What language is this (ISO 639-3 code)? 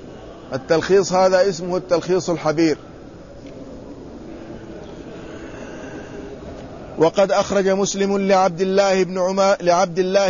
ara